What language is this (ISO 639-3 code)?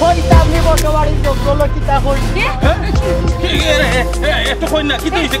syl